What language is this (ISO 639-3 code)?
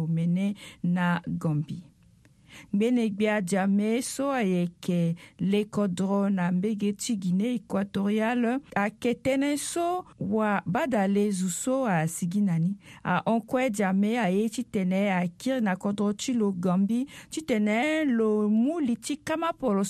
sag